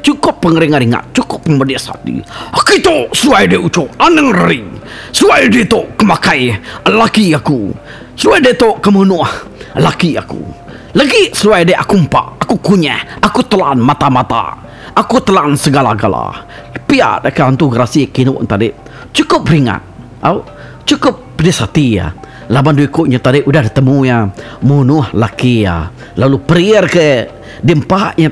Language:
Iban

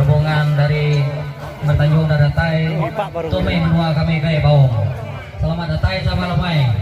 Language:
Iban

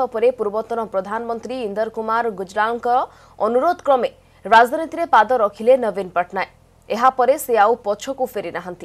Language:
Odia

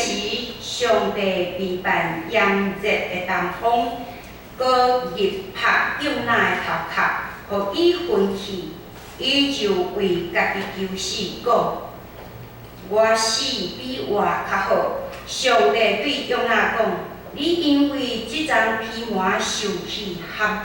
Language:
Min Nan Chinese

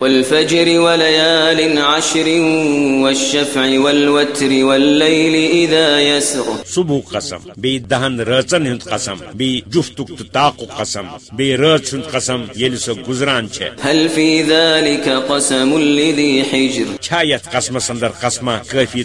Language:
Kashmiri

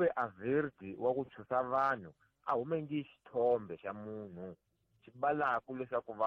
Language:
Tsonga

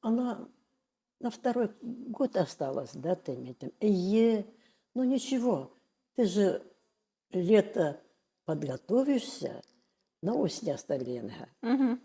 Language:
Bashkir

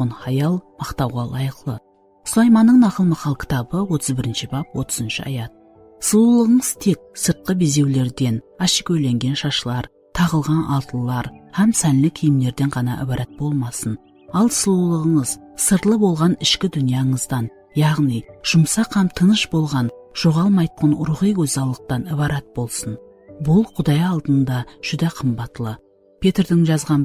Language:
Kara-Kalpak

